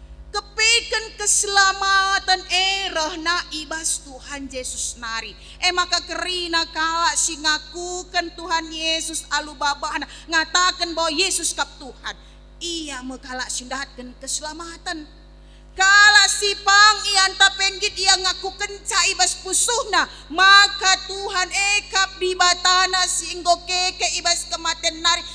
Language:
Batak Karo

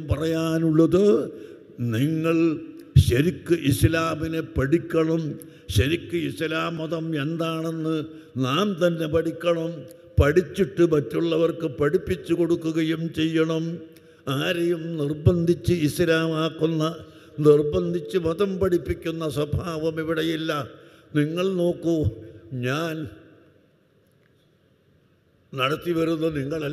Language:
Malayalam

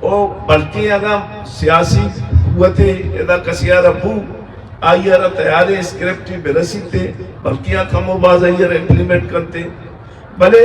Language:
Eastern Balochi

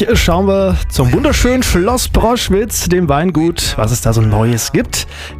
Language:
German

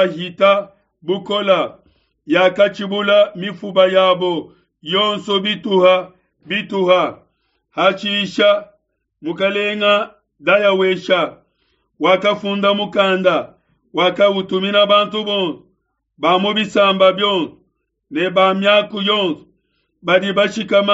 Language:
Luba-Lulua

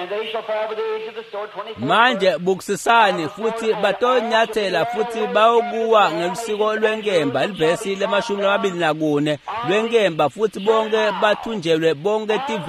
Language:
Swati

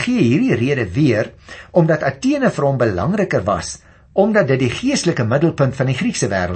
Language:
Afrikaans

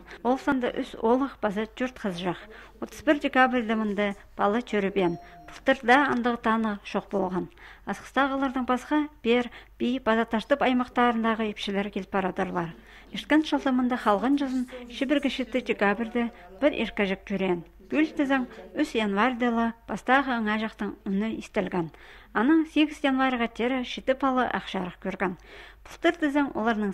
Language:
Khakas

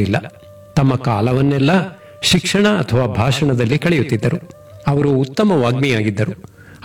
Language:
Kannada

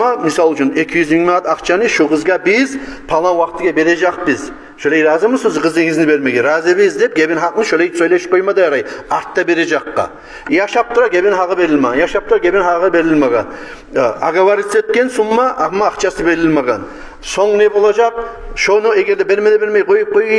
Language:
Kumyk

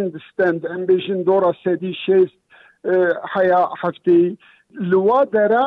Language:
Kurdish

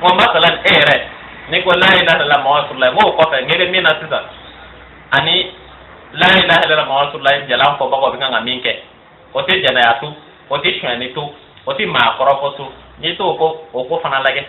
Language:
Bambara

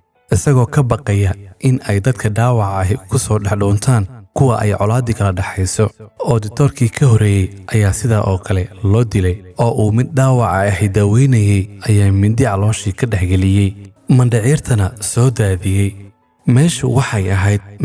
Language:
Somali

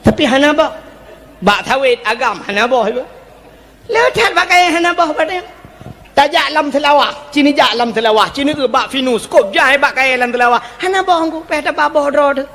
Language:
Achinese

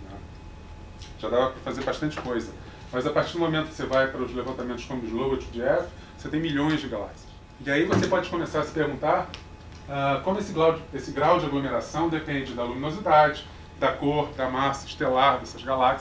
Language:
Portuguese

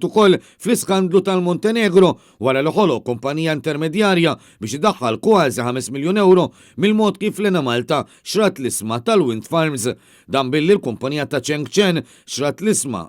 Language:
Maltese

